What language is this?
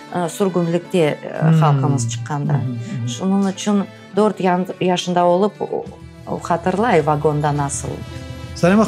Crimean Tatar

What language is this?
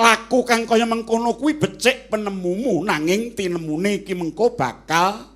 Javanese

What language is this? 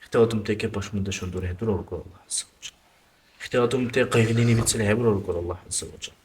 Dargwa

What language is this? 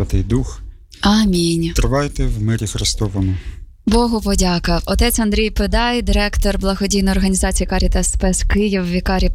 Ukrainian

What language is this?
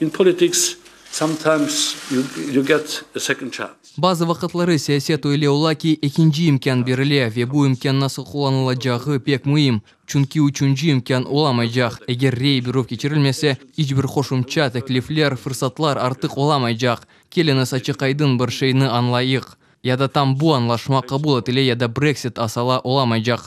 Crimean Tatar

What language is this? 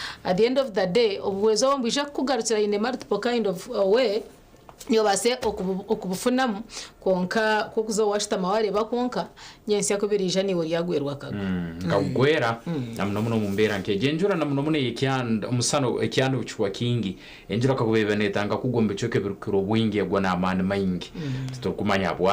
Nyankole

